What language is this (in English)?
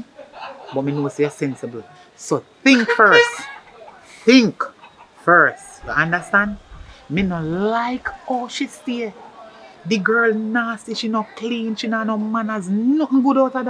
Jamaican Creole English